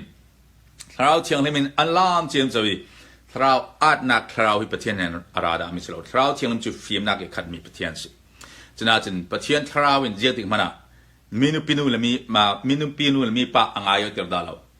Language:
Hakha Chin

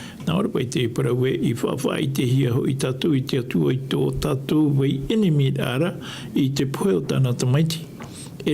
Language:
Tahitian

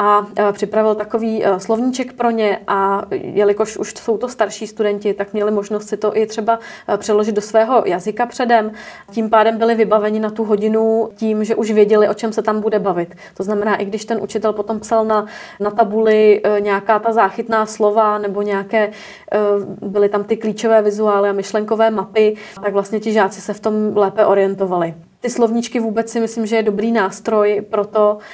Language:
Czech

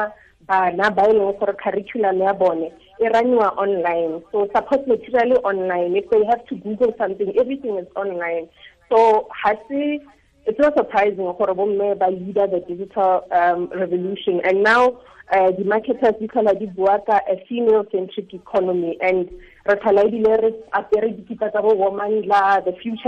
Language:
Tswana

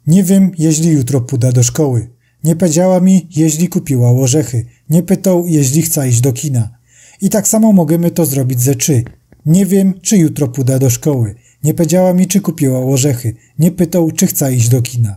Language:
Silesian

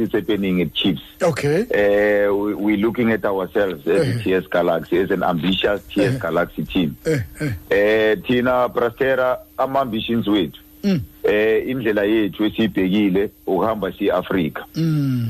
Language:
Xhosa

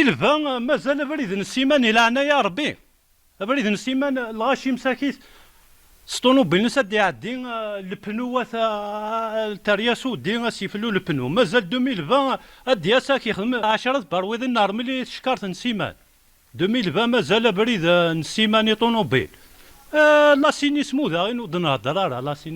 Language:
Kabyle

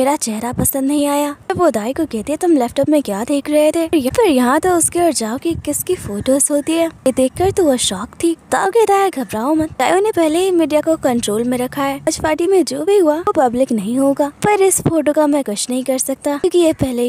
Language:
Hindi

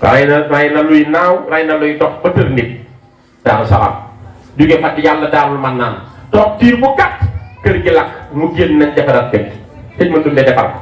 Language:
Wolof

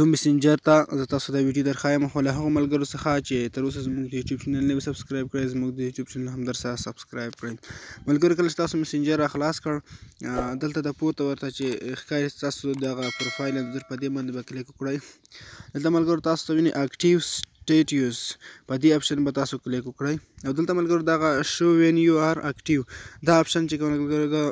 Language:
Pashto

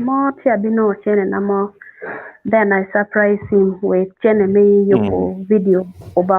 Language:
Acoli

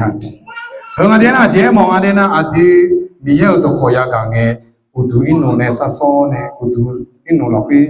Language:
Akha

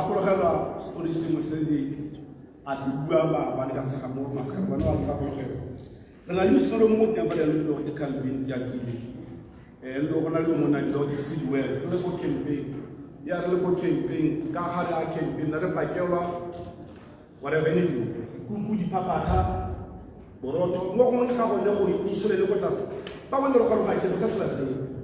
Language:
Tswana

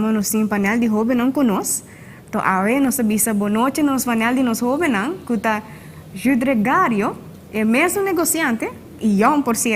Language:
Papiamento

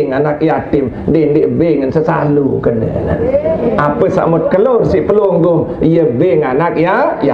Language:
Sasak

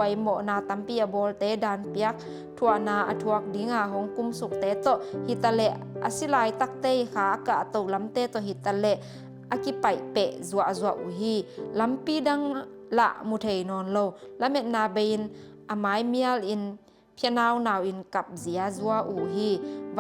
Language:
Tedim Chin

